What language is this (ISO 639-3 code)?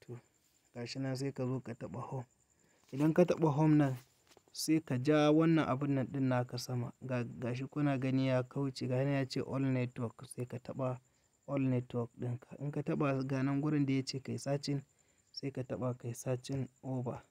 hau